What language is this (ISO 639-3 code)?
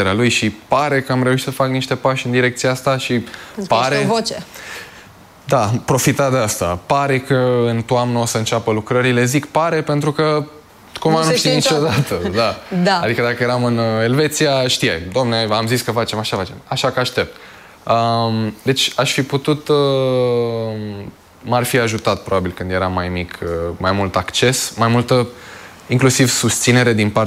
ron